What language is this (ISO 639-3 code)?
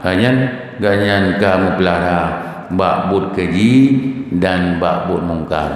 ace